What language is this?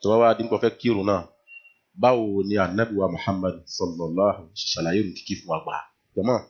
Yoruba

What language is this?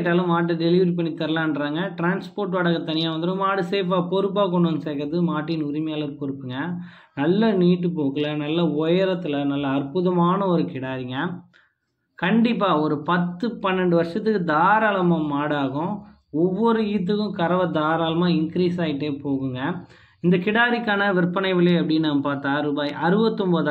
Tamil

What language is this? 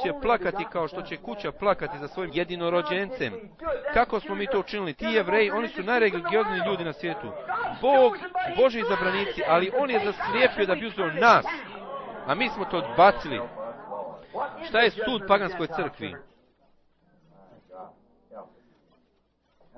Bosnian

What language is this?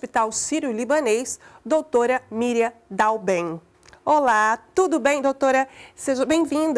Portuguese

